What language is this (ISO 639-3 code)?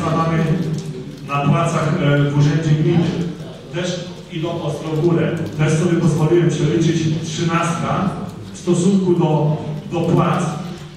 pol